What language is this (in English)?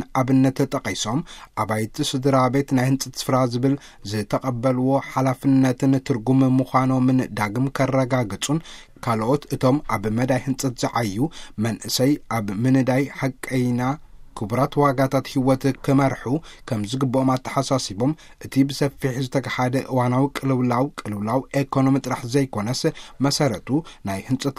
Tigrinya